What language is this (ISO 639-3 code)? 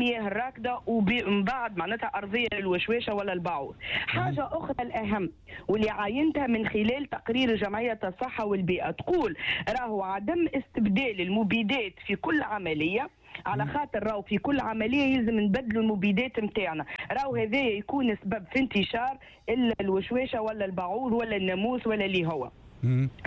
aeb